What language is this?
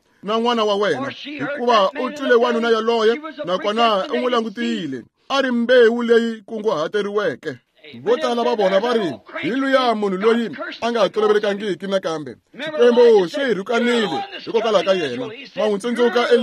Tsonga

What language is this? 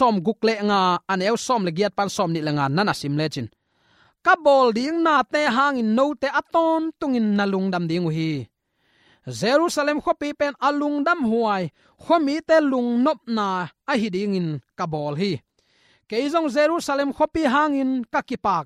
Tedim Chin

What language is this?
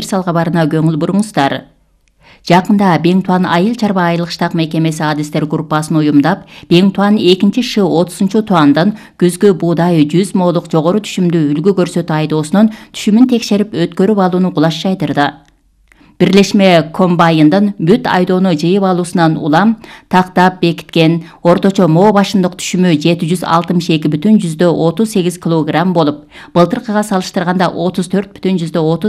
Kyrgyz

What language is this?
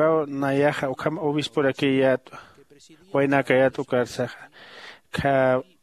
Aymara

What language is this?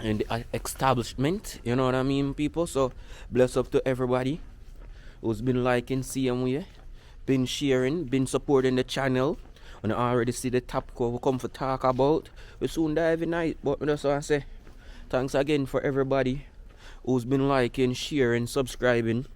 Jamaican Creole English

